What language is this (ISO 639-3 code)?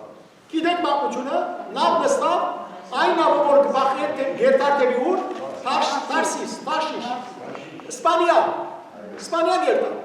hyw